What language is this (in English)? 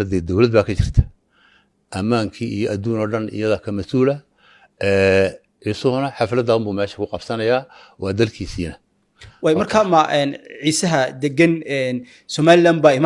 Somali